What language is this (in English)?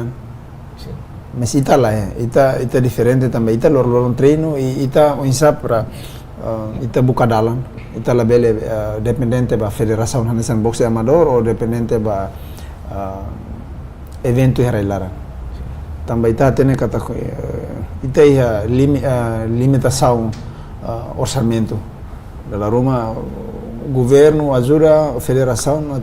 Tetum